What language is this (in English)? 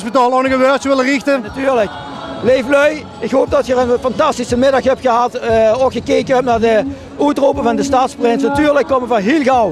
Limburgish